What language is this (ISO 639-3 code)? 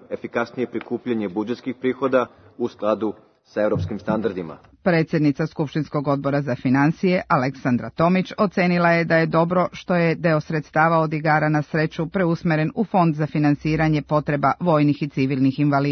srp